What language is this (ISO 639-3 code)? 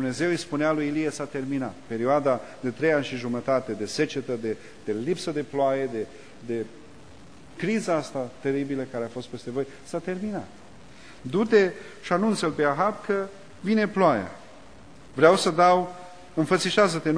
ron